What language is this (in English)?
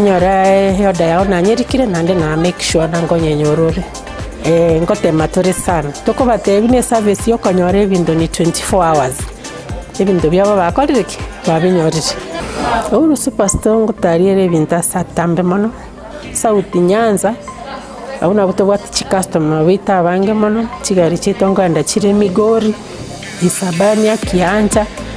Gusii